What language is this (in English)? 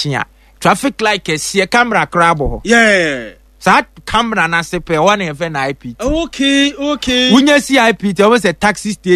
Akan